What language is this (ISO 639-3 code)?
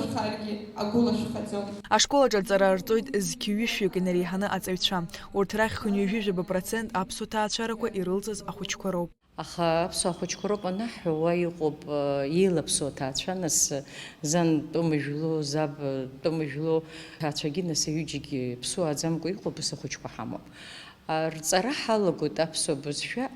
abk